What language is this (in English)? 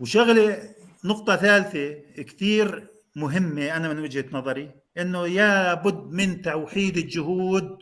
North Levantine Arabic